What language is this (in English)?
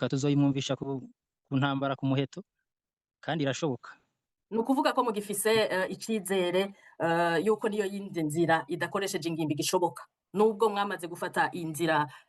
Rundi